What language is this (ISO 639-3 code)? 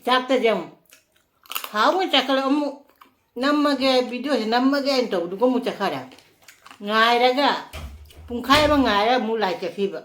mni